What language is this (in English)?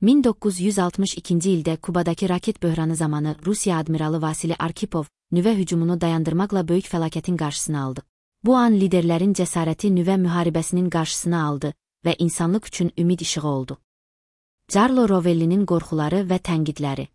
Azerbaijani